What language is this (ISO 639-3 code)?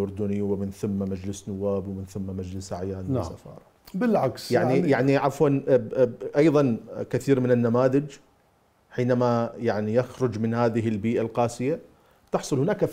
acm